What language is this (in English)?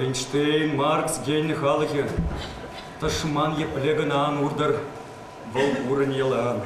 Chuvash